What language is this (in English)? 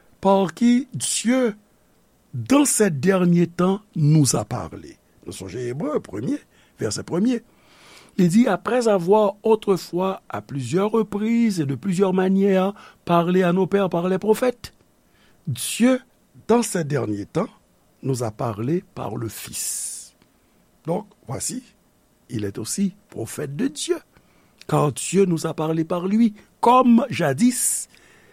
Haitian Creole